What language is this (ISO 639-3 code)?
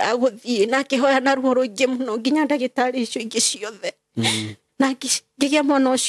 kik